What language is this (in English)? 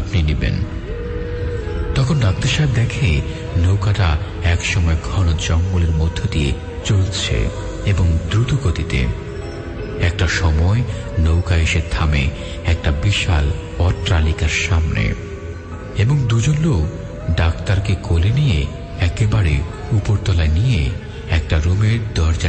Bangla